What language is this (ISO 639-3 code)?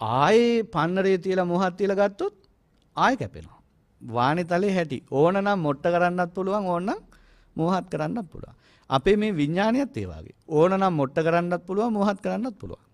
sin